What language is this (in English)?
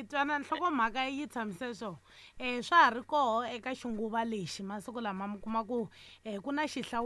Tsonga